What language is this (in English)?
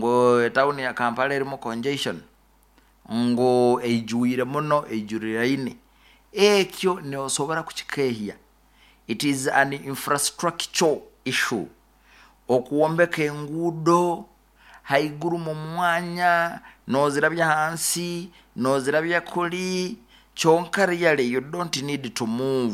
Nyoro